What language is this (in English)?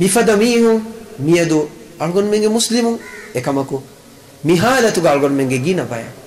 Divehi